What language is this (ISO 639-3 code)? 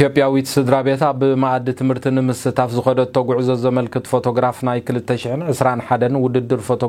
tir